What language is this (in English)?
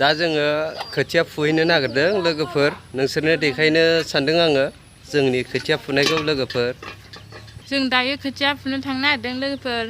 Bodo